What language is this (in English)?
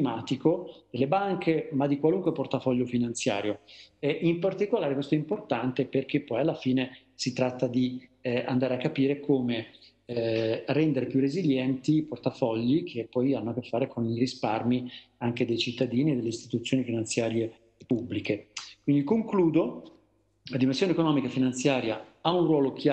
Italian